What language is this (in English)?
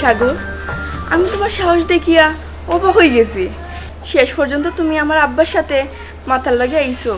Sylheti